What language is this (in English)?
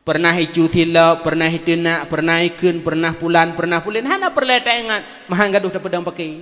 Achinese